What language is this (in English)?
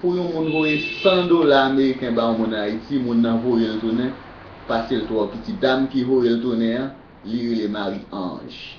Haitian Creole